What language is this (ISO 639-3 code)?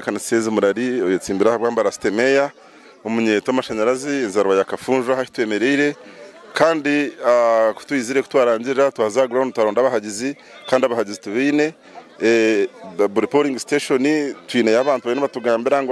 nyn